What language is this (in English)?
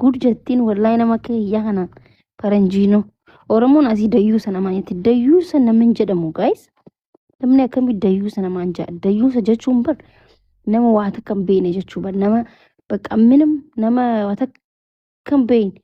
Oromo